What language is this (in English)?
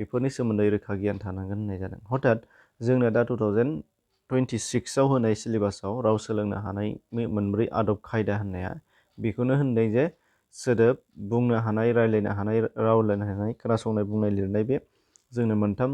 Bodo